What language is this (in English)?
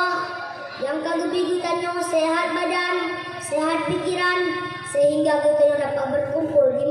Achinese